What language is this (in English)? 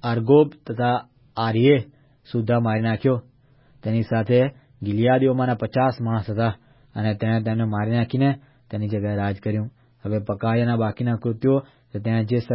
Gujarati